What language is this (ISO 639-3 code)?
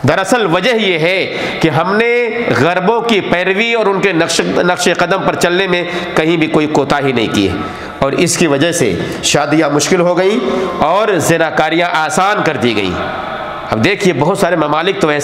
urd